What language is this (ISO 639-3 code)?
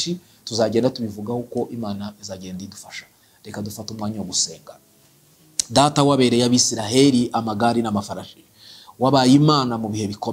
kin